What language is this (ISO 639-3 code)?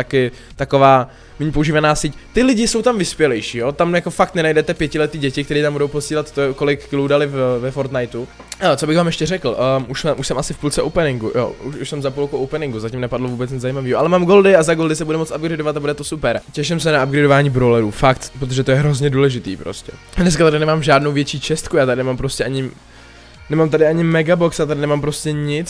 ces